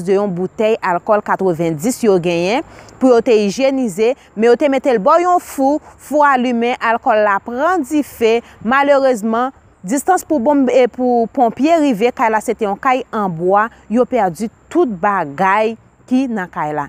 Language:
Haitian Creole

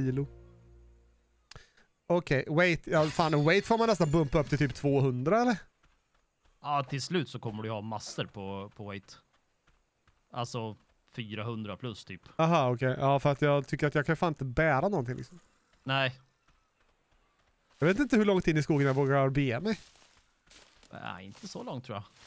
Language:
Swedish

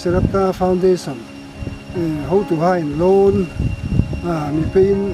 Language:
Hmar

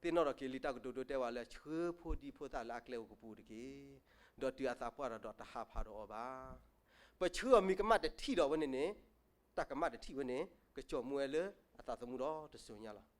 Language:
S'gaw Karen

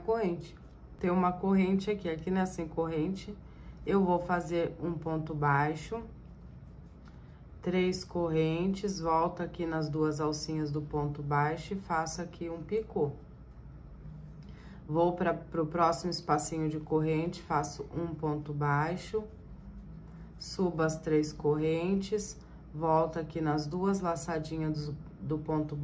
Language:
Portuguese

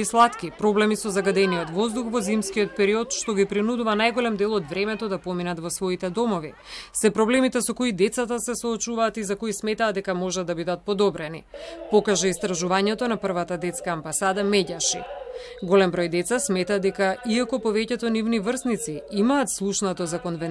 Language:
Macedonian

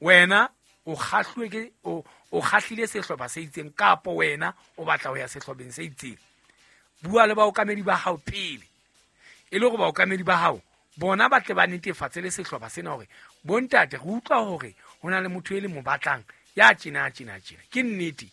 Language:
Southern Sotho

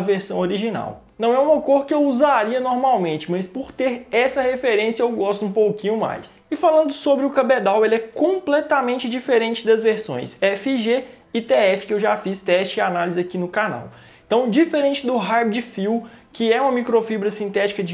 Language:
Portuguese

